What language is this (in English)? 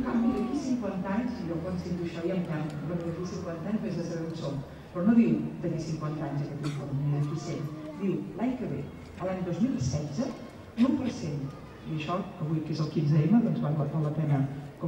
Catalan